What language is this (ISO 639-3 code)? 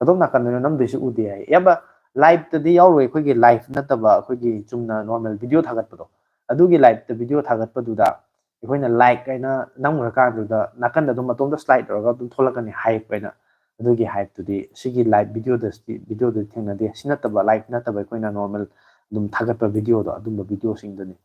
mni